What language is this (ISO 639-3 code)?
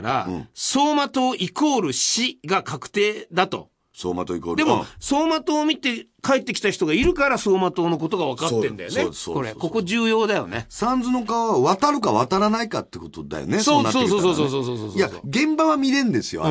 jpn